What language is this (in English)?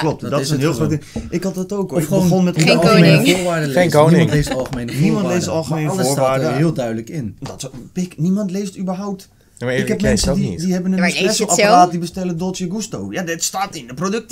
Dutch